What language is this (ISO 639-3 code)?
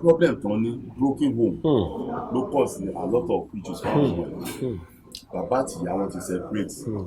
yor